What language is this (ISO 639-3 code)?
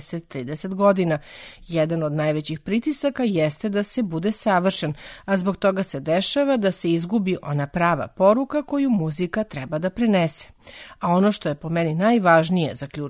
srp